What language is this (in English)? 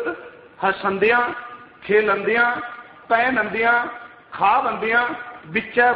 Punjabi